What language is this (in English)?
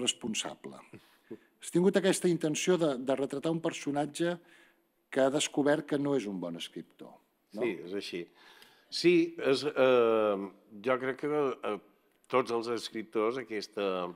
Catalan